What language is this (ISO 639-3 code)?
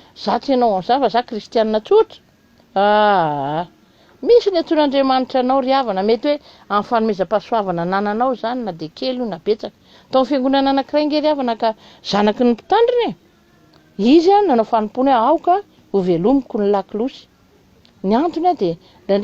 mlg